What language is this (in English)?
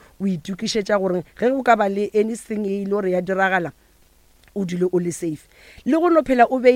Northern Sotho